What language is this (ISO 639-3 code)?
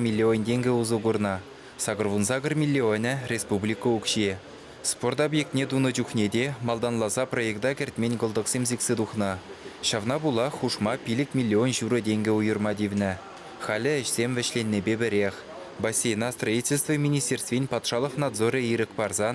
chv